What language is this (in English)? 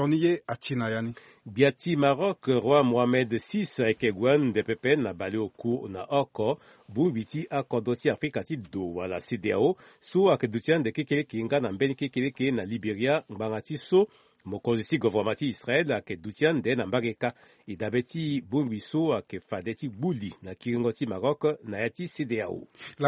Sango